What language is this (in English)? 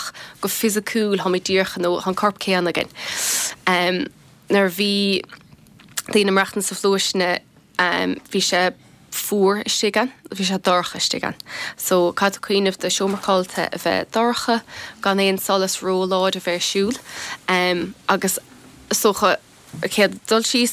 Irish